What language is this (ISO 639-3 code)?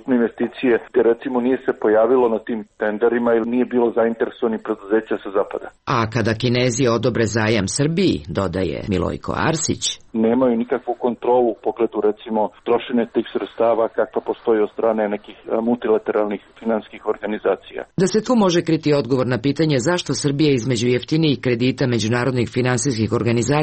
srp